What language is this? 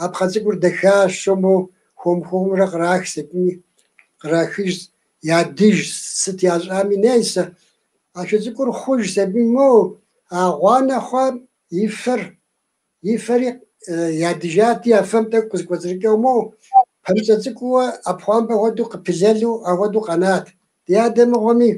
Kabardian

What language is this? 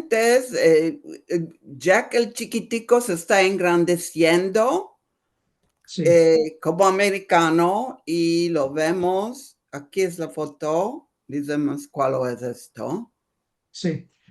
Ladino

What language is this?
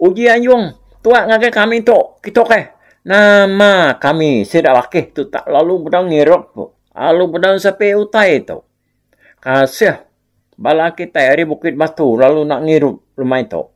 Iban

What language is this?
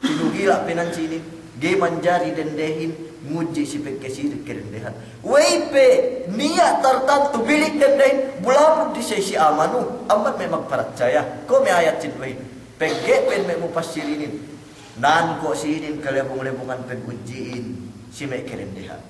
Yakan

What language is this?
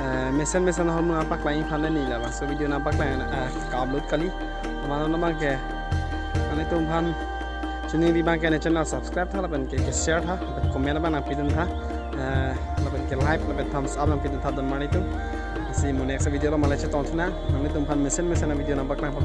Karbi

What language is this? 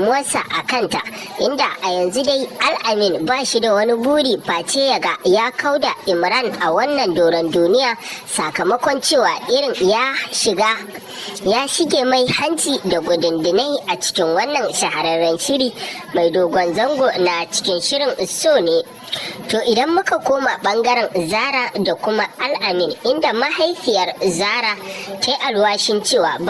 Hausa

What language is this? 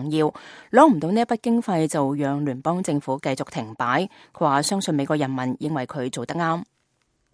Cantonese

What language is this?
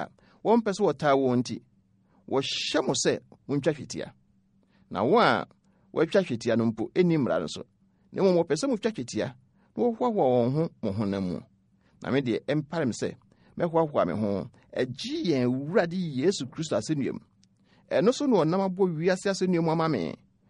Akan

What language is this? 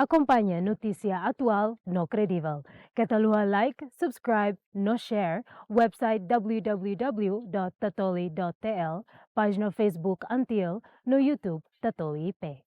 Tetum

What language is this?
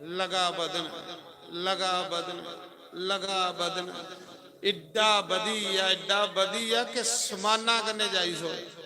Dogri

